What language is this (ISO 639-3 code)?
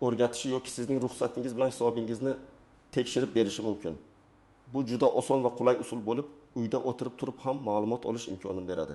uzb